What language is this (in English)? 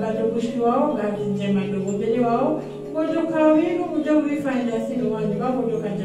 Swahili